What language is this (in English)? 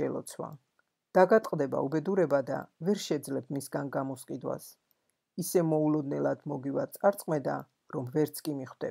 Georgian